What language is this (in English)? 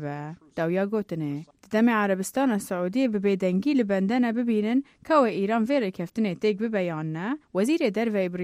Kurdish